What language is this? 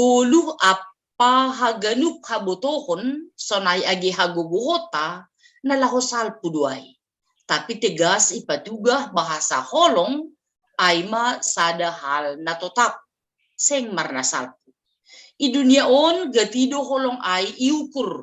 Batak Simalungun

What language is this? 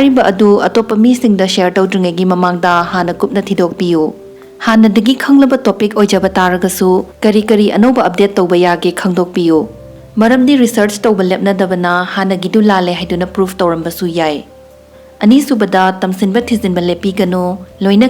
Manipuri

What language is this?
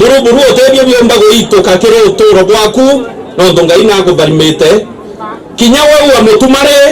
Meru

